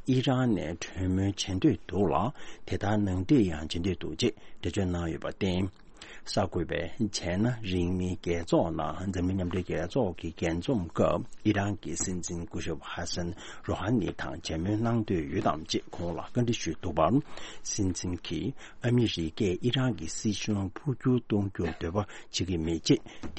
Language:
Tibetan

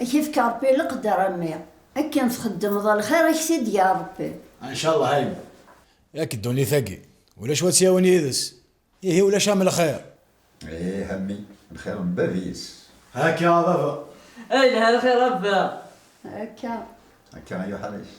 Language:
Kabyle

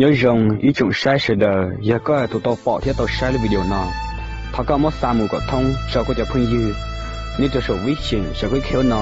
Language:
Hmong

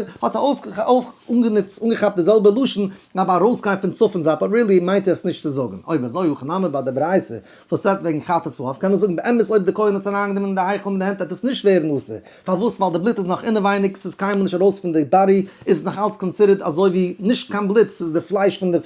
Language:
Yiddish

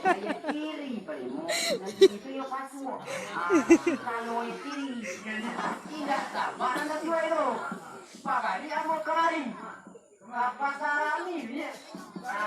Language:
Minangkabau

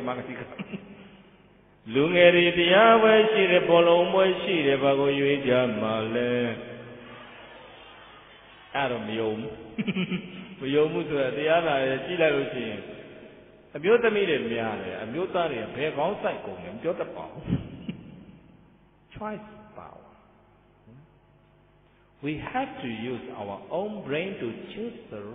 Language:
Burmese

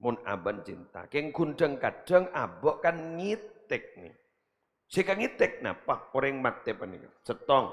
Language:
Madurese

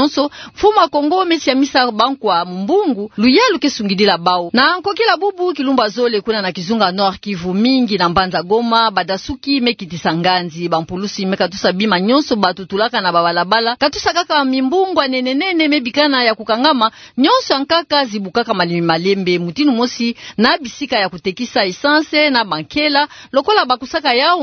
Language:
Kituba (Democratic Republic of Congo)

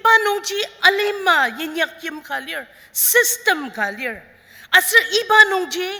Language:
Ao Naga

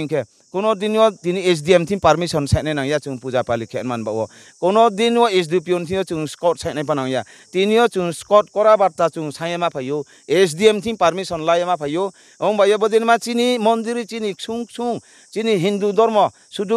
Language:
Riang (India)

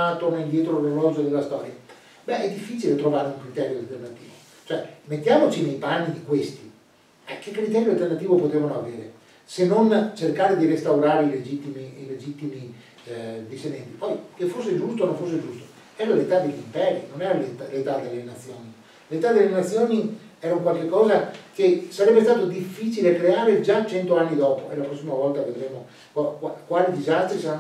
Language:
Italian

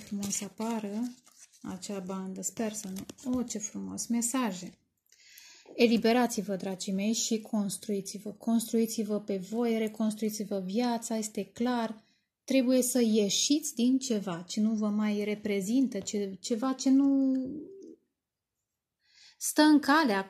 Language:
Romanian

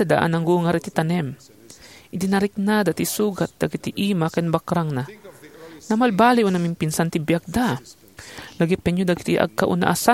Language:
Iloko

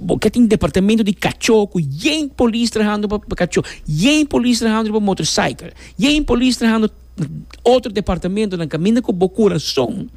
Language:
Papiamento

